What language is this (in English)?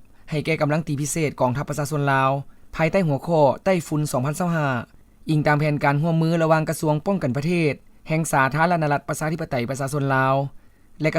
Lao